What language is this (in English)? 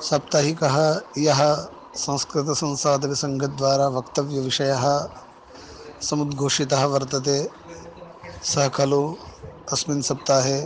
Sanskrit